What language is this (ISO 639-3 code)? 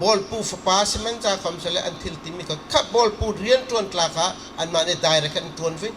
bgr